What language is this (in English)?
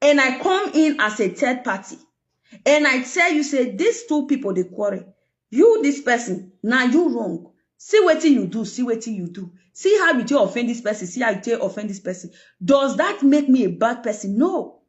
Nigerian Pidgin